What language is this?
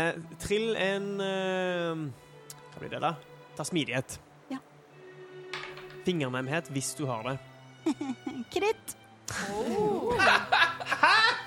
Norwegian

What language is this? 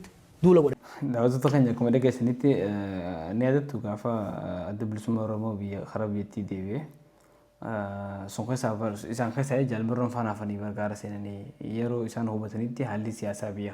Oromo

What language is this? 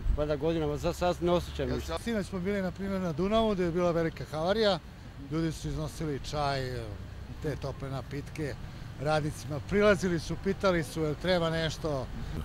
Serbian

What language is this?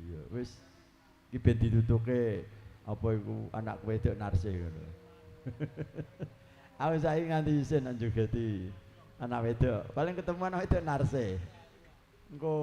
Javanese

